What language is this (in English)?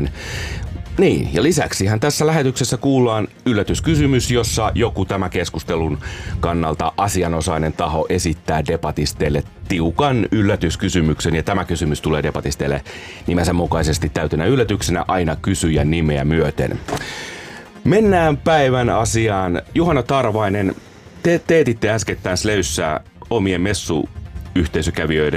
Finnish